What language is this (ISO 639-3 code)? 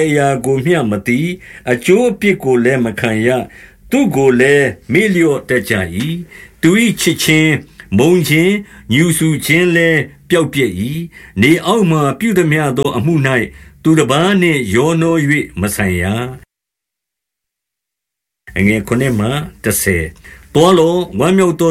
mya